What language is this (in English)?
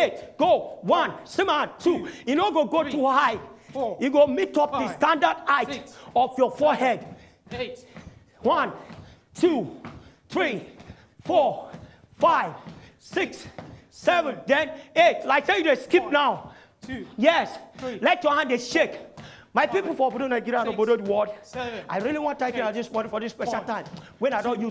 Nigerian Pidgin